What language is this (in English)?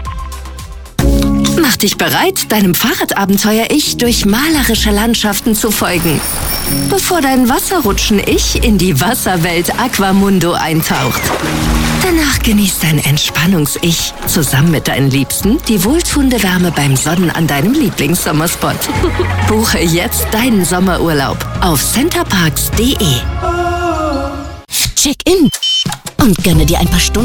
German